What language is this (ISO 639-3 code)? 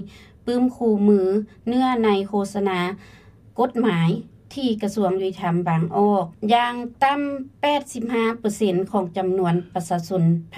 lao